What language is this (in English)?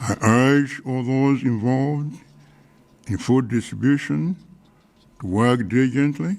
English